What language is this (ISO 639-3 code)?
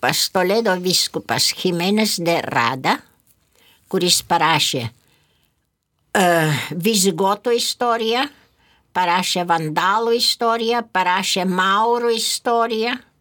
lit